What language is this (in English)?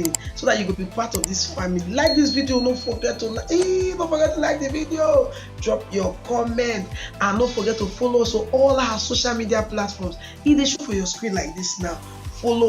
Nigerian Pidgin